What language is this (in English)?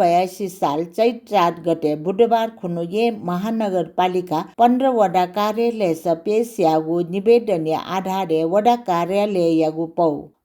Newari